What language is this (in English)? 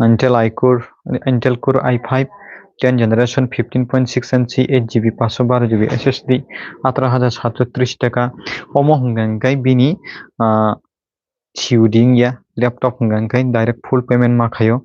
Kok Borok